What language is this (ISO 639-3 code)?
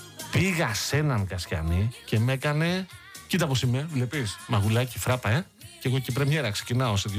ell